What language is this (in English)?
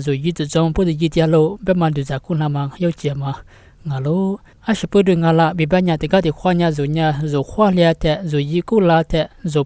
Lisu